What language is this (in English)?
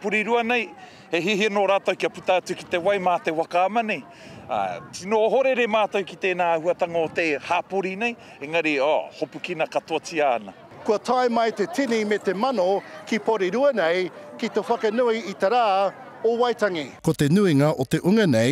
Māori